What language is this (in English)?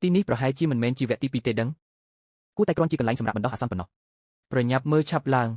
Khmer